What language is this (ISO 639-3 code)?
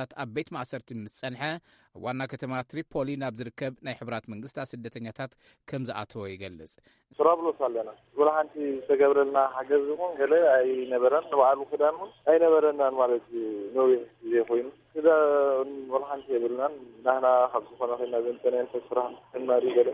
tir